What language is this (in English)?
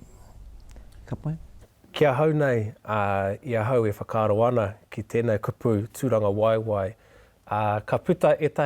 Māori